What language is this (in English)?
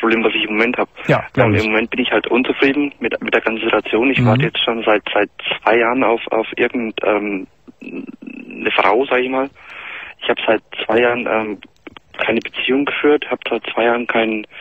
German